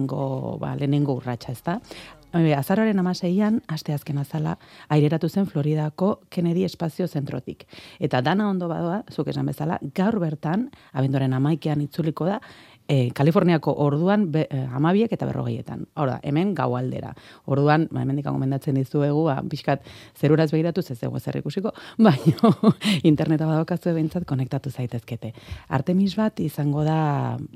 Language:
Basque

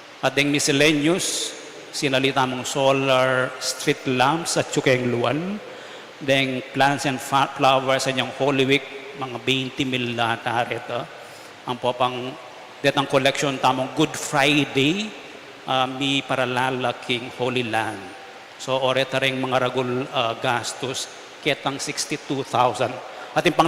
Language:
Pampanga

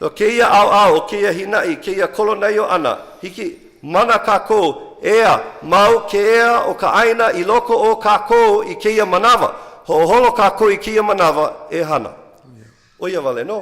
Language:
Hawaiian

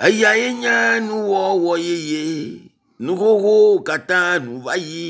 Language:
Ewe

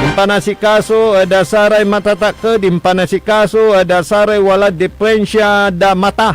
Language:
Pangasinan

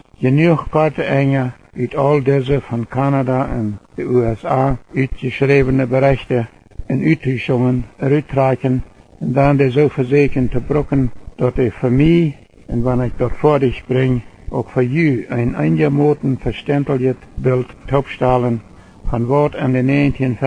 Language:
Plautdietsch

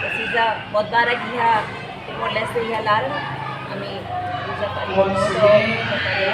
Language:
Tetum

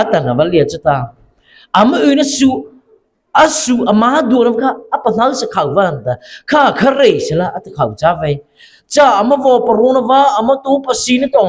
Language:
Mara Chin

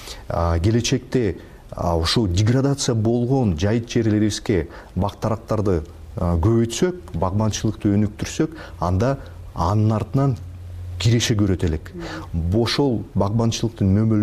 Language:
Kyrgyz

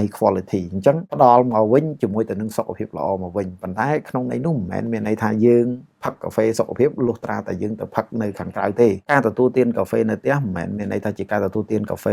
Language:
Khmer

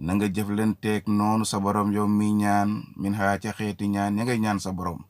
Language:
Wolof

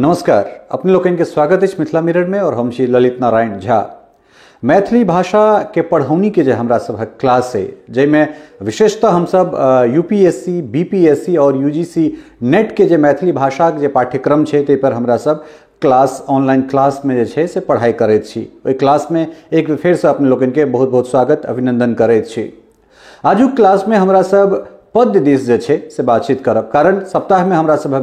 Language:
Maithili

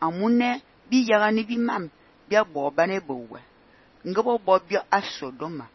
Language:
Fang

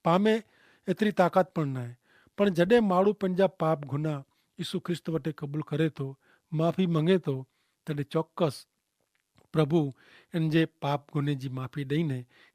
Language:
Kachhi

